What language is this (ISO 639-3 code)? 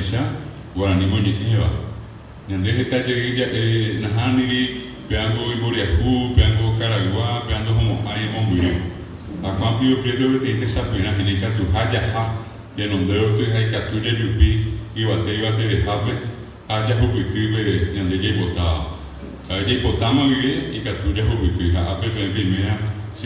grn